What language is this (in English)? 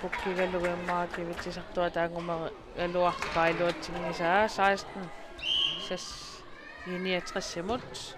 Kalaallisut